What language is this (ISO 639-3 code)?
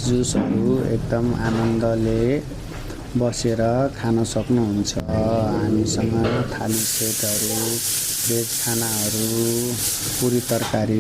nep